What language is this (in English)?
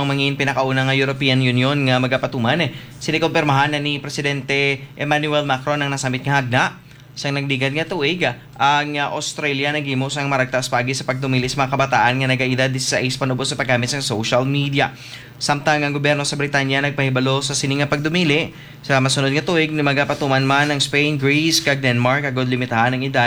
Hiligaynon